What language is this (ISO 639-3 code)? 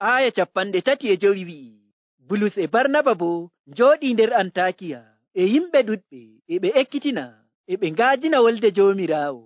fuv